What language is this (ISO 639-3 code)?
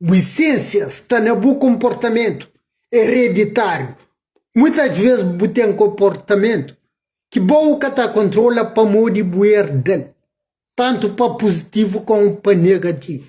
kea